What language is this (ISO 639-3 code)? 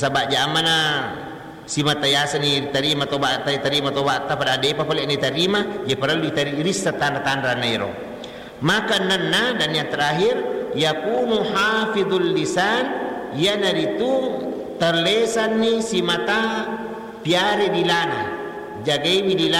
bug